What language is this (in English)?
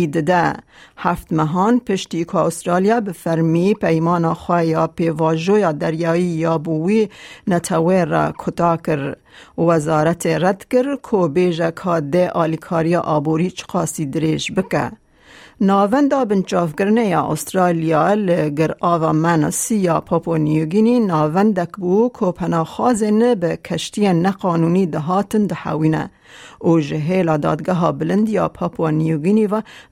Kurdish